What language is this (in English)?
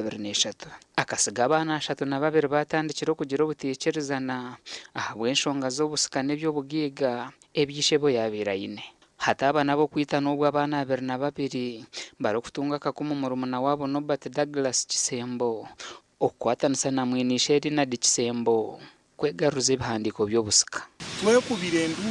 Nyankole